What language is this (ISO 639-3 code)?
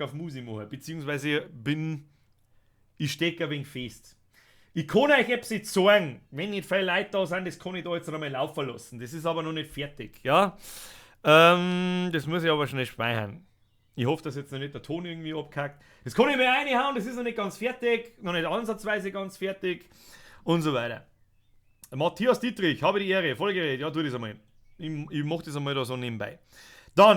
bar